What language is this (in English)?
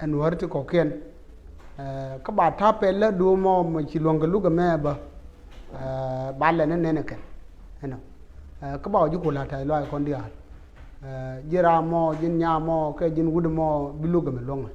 Nuer